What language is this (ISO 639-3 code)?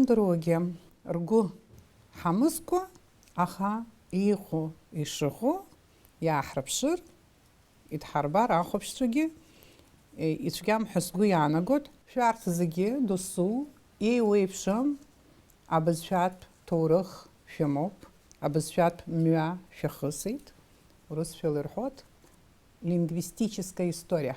abk